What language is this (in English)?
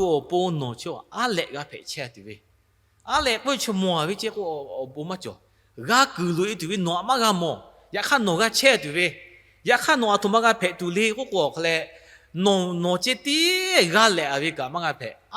Lahu